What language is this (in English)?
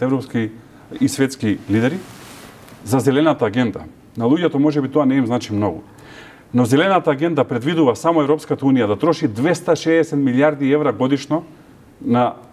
Macedonian